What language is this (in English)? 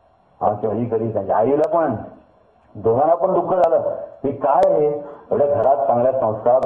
Marathi